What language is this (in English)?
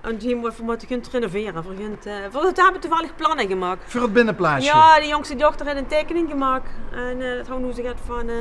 Limburgish